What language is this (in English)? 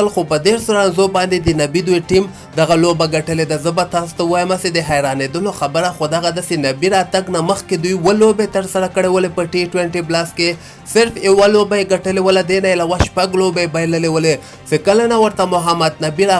Pashto